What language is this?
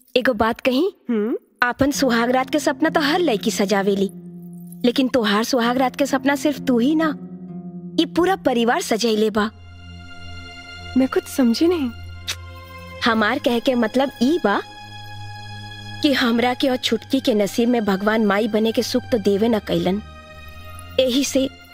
Bhojpuri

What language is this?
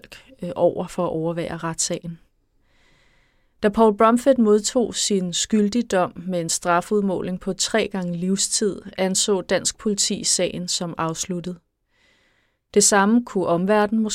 Danish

